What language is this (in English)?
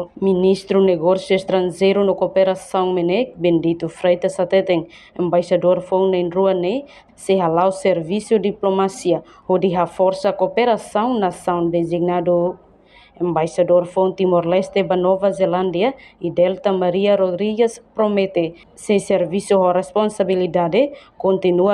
Tetum